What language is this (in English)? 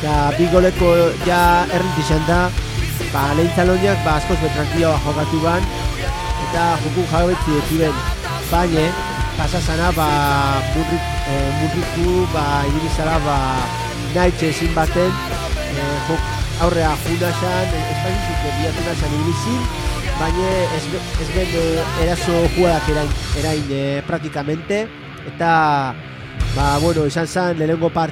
Basque